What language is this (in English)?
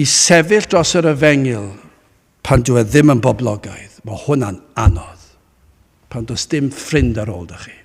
Welsh